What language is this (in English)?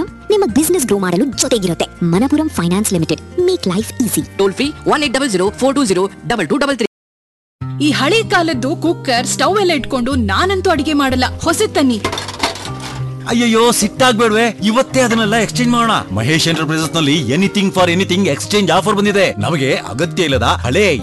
Kannada